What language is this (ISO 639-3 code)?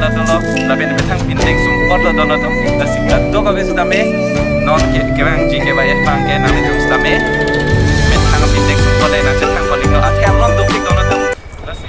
mjw